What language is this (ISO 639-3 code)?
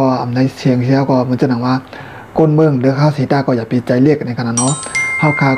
shn